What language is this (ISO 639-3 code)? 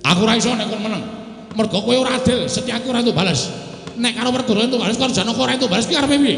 jav